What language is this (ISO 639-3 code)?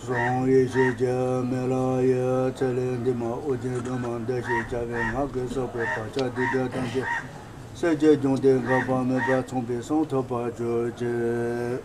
bod